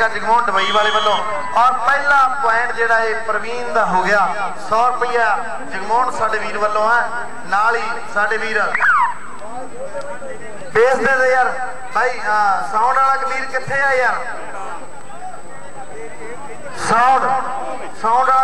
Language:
Punjabi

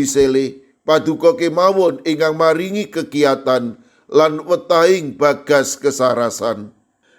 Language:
Javanese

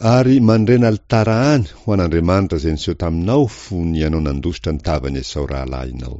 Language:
Malagasy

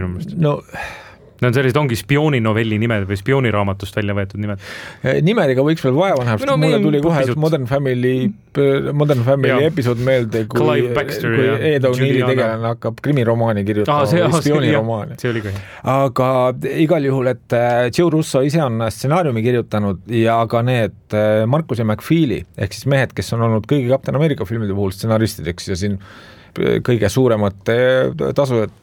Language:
Estonian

